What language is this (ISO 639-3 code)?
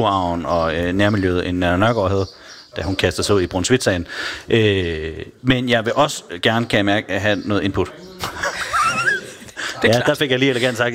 dan